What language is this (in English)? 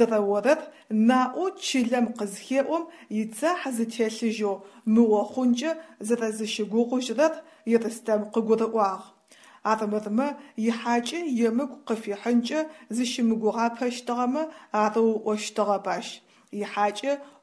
Adyghe